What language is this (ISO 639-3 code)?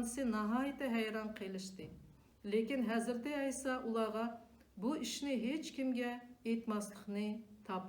uig